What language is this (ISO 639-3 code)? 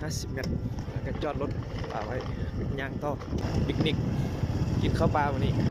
lao